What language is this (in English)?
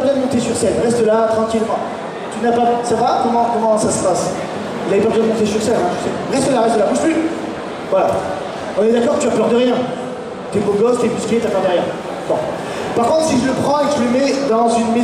French